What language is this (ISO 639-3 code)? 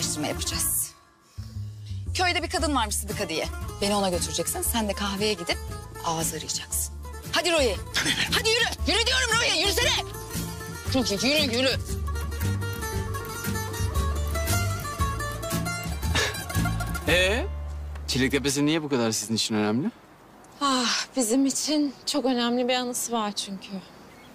tur